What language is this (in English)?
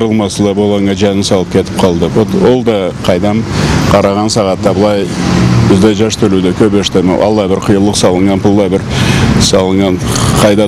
Karachay-Balkar